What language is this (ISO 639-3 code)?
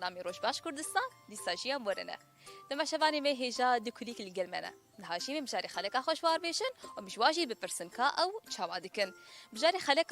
kur